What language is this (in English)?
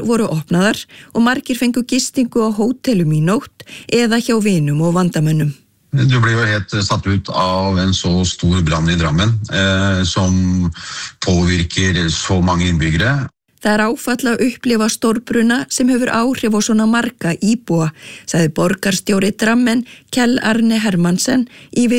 Icelandic